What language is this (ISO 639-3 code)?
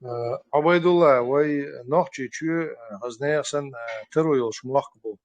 che